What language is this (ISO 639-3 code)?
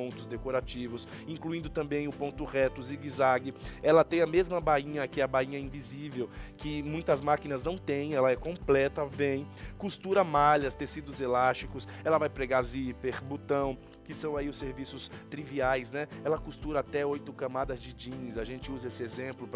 por